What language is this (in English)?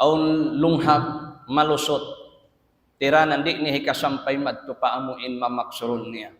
Tausug